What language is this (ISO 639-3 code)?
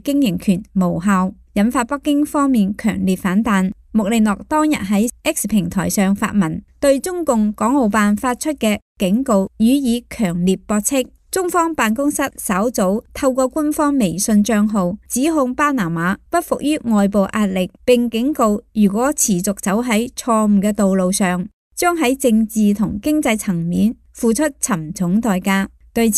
yue